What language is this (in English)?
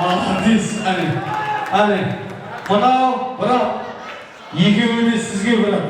Kara-Kalpak